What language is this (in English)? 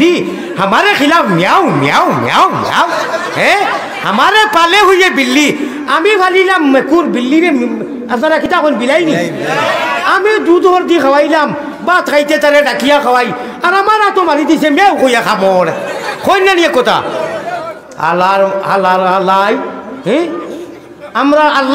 Sylheti